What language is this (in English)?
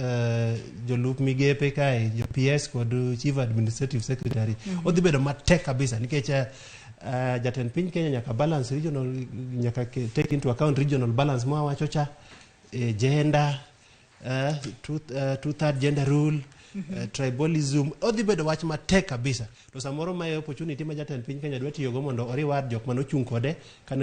Luo (Kenya and Tanzania)